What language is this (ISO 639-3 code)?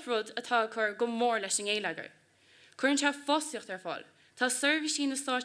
gle